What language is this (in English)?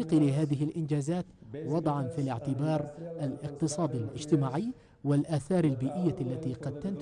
Arabic